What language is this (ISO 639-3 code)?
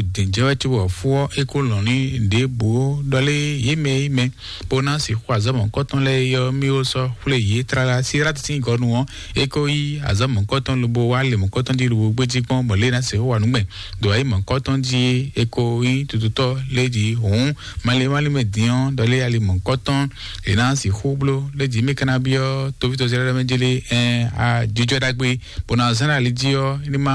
fon